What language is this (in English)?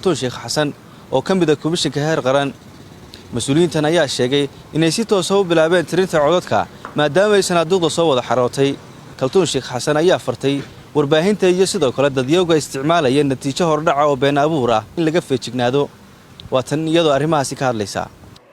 Somali